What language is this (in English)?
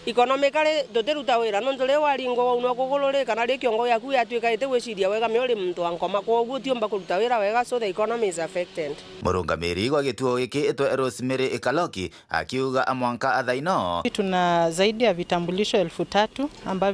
Meru